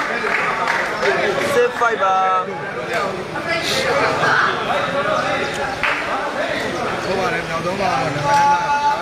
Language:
Burmese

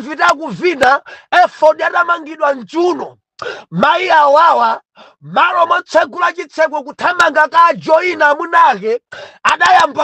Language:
Nyanja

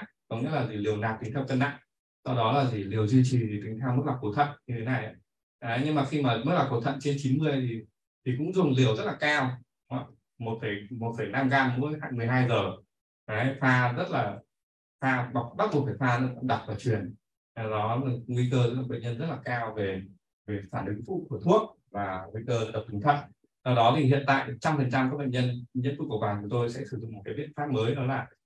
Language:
Vietnamese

